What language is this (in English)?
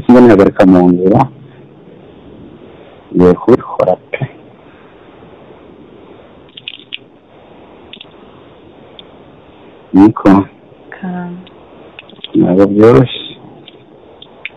Kinyarwanda